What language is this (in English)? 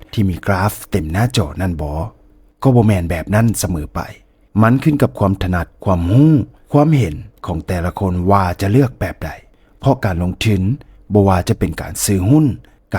Lao